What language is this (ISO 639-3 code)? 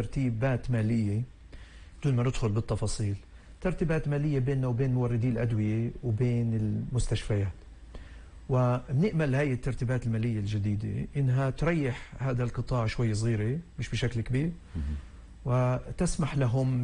apc